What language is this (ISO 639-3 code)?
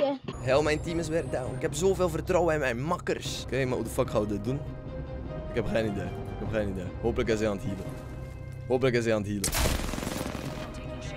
nld